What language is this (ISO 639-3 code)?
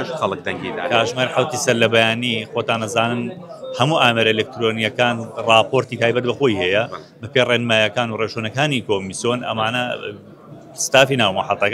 ckb